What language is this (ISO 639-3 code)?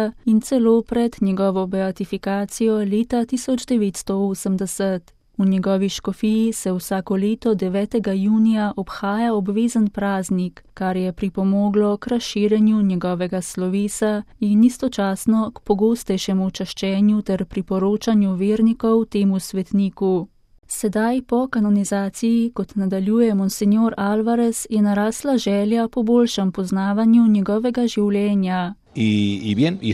slv